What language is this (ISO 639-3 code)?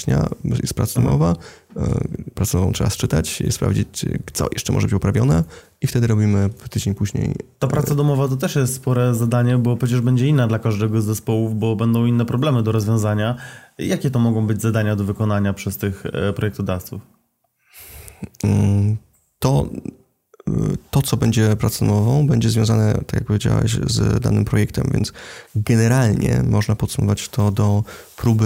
pol